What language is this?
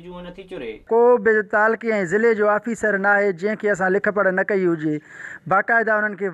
Sindhi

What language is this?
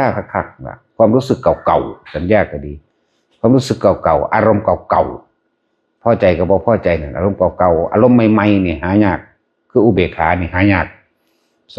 Northeastern Thai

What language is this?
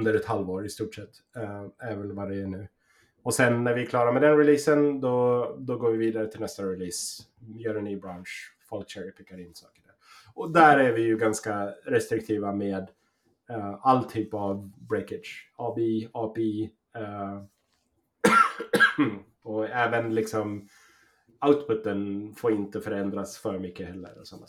Swedish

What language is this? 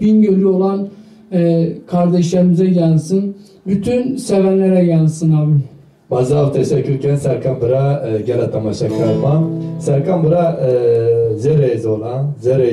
Zaza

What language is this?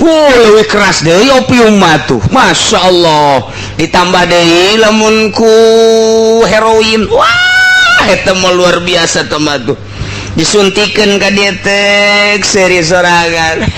Sundanese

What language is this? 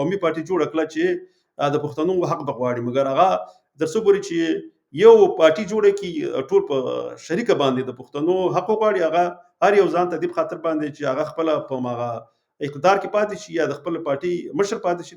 Pashto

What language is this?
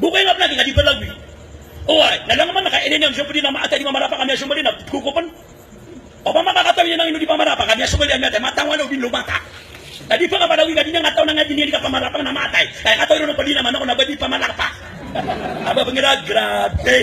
Maranao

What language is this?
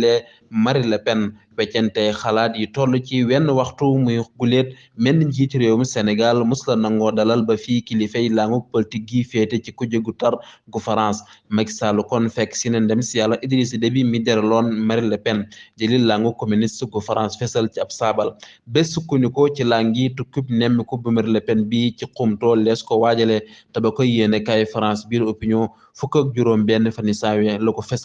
Wolof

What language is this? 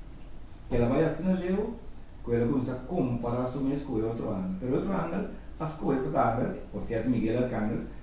Papiamento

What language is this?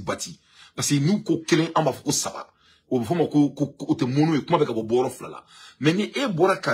Bambara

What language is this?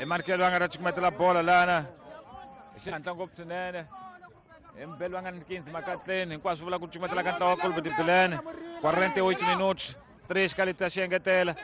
Tsonga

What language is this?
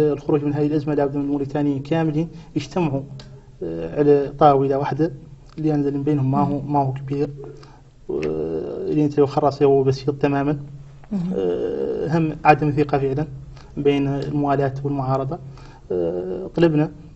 Hassaniyya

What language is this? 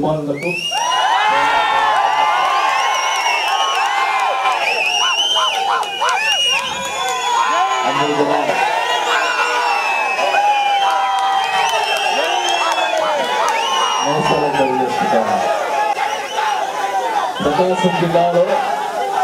Telugu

